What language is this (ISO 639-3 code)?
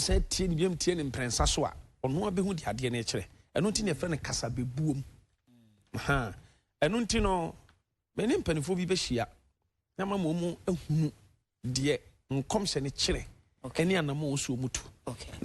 aka